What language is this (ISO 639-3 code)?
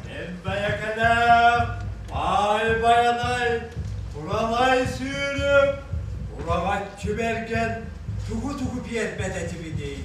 sah